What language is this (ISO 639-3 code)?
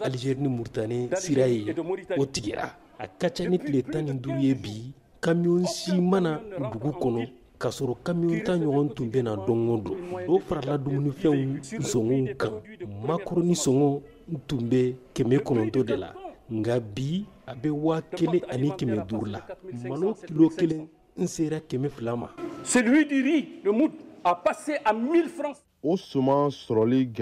bam